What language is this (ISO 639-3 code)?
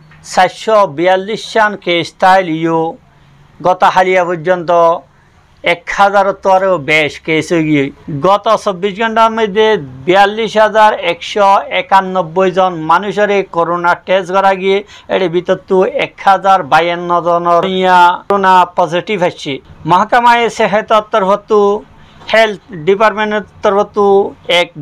rhg